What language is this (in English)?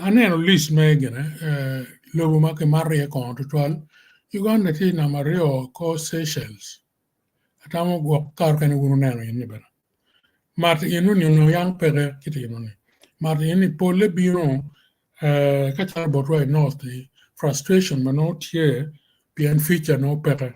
Acoli